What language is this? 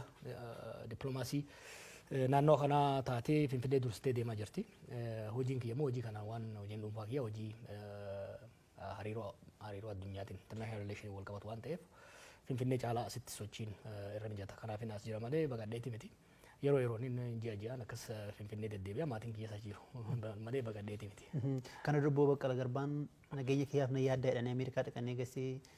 Oromo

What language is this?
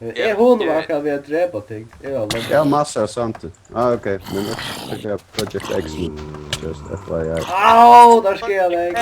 Faroese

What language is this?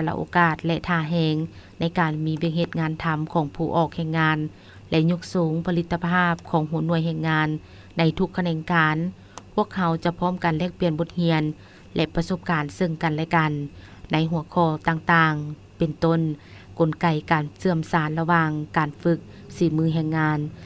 Lao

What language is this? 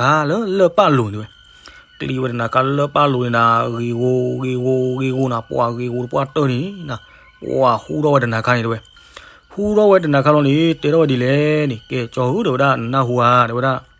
S'gaw Karen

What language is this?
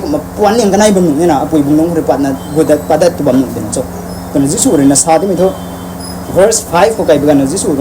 Rongmei Naga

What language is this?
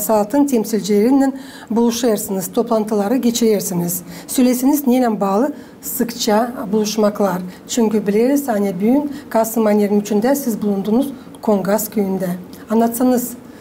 Gagauz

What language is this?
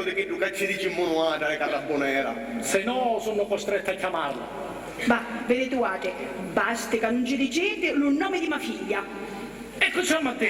Sicilian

